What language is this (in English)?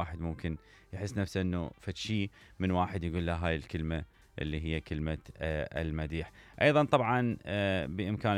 Mesopotamian Arabic